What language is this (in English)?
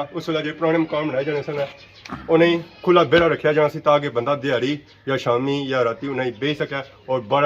Pahari-Potwari